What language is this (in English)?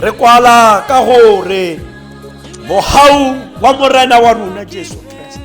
Tswana